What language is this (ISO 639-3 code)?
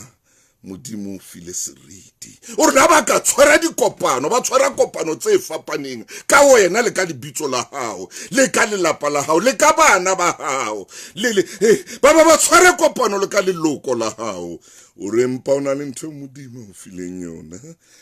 sot